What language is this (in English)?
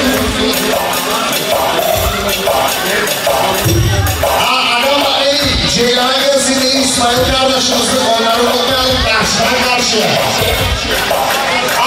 Turkish